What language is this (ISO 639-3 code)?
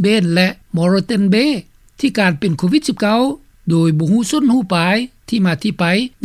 lao